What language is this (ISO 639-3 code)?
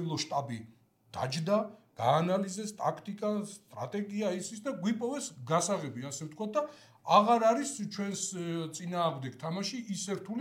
kat